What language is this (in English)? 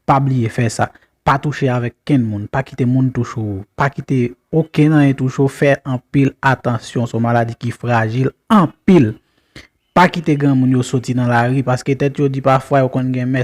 Haitian Creole